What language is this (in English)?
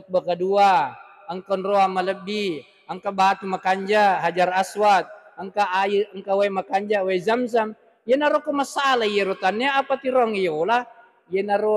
Buginese